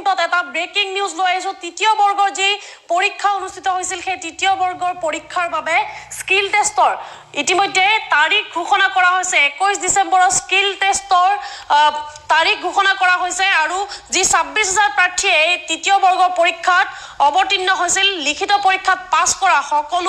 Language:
Assamese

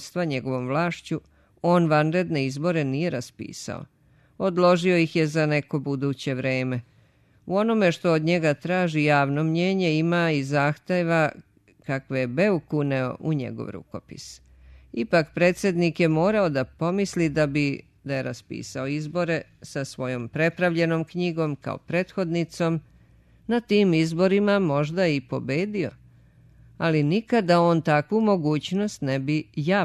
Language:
Serbian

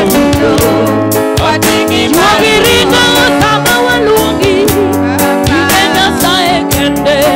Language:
Luo (Kenya and Tanzania)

